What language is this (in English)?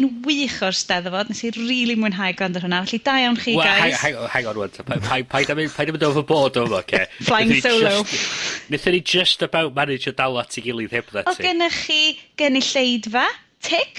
Welsh